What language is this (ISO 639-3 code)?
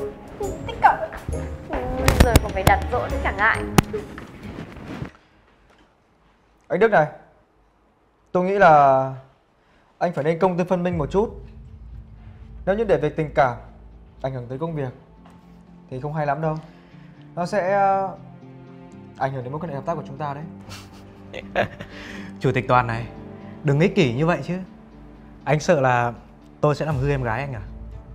vie